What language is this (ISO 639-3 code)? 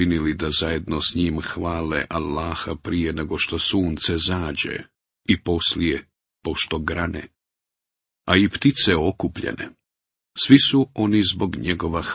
bos